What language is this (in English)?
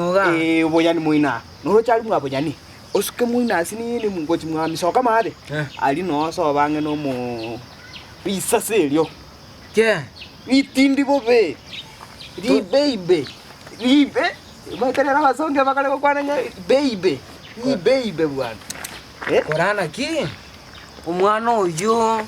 Gusii